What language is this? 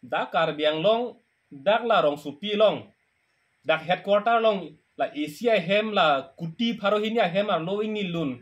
Karbi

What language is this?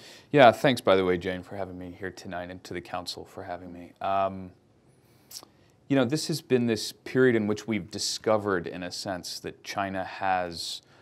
English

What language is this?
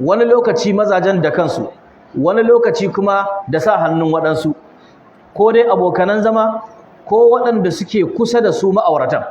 Hausa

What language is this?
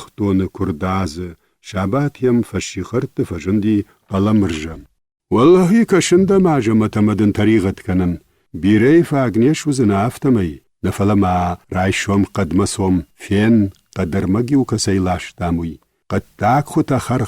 Ossetic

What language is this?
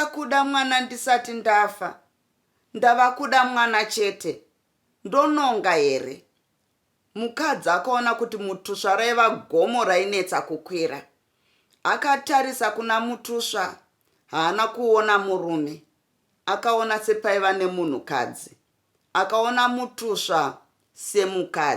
Shona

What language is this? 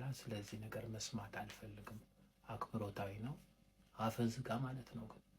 Amharic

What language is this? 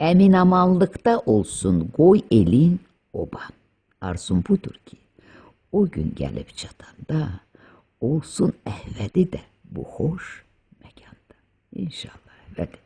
Azerbaijani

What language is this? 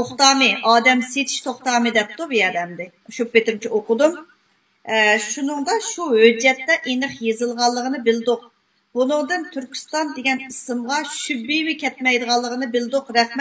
Uyghur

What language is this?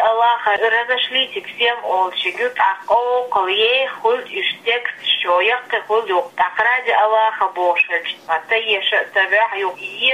Chechen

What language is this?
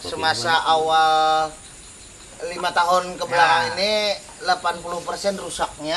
Banjar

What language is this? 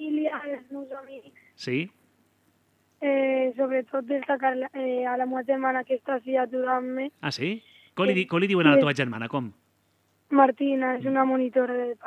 Catalan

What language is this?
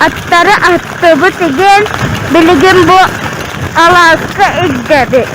Yakut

